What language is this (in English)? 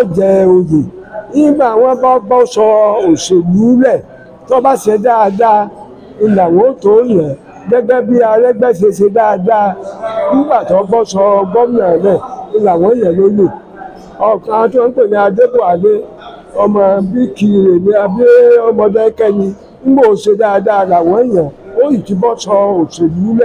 Yoruba